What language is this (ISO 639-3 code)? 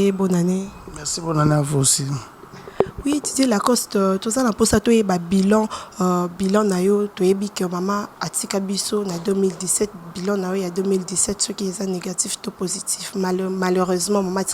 lin